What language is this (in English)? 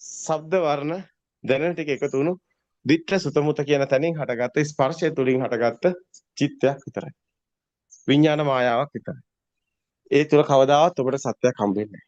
Sinhala